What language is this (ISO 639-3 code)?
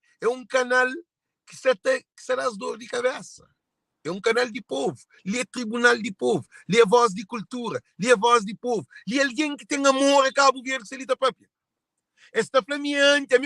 kea